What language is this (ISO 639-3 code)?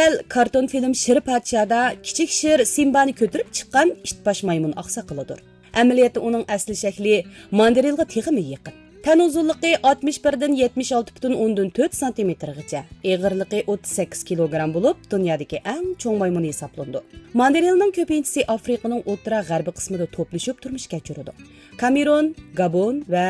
uig